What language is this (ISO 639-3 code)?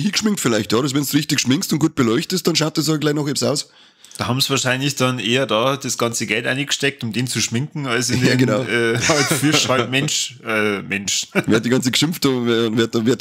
bar